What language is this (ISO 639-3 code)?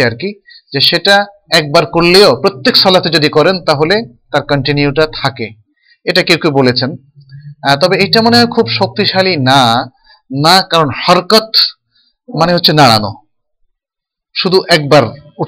ben